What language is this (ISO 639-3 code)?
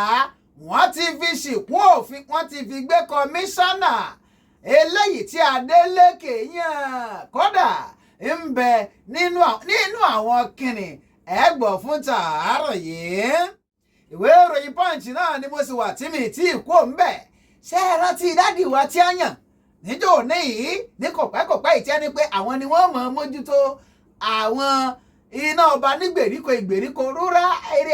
yor